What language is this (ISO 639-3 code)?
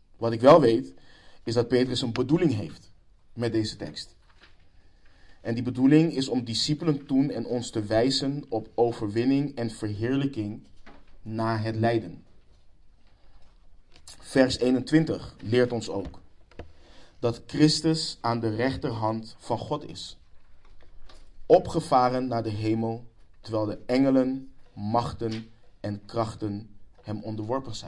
nld